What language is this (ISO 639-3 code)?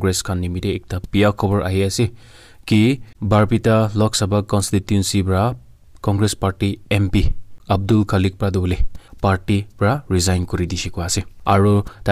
nag